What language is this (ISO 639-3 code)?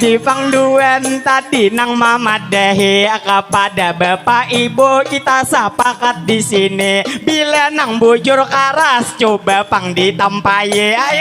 bjn